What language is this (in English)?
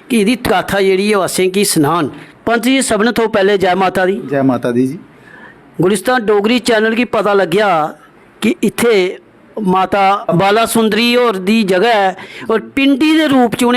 Dogri